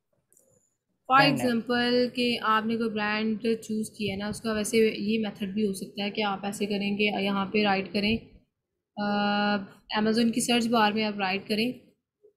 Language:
Hindi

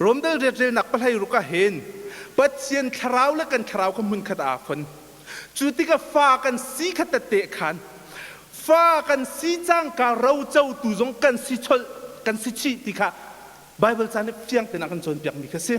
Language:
Hakha Chin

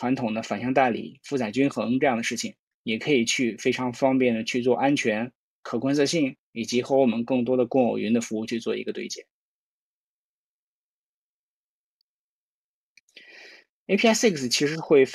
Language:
Chinese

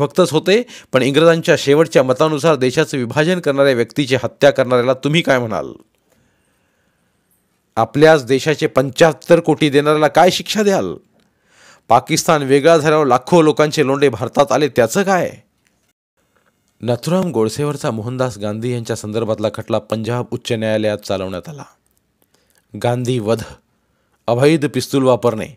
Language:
Marathi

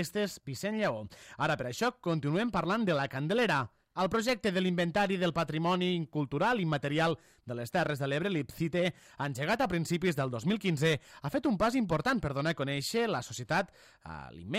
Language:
Catalan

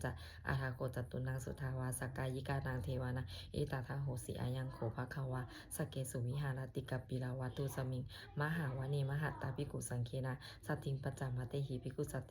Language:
Pali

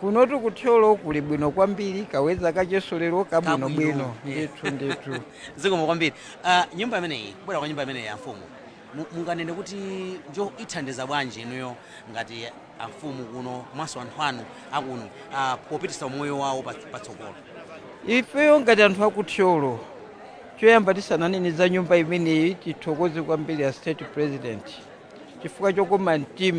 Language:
Nyanja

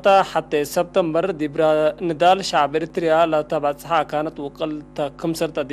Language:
Tigre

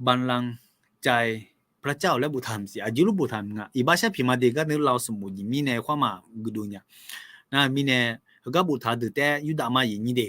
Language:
Akha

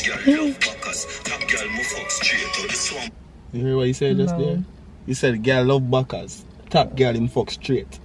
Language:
Jamaican Creole English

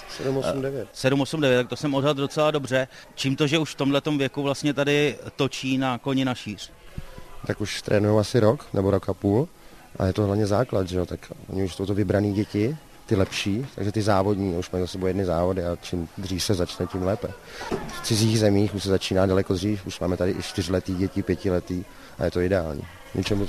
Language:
Czech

